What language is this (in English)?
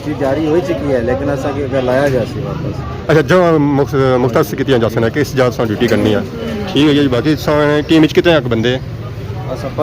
Pahari-Potwari